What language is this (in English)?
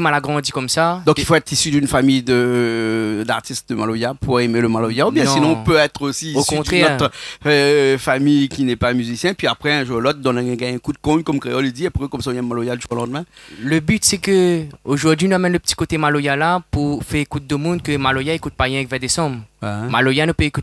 Réunion Creole French